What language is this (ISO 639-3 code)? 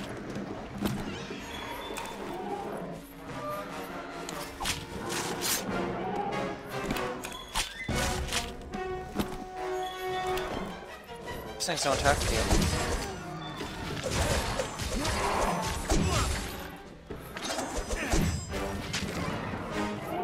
eng